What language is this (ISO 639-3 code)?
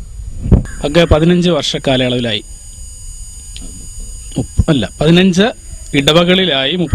mal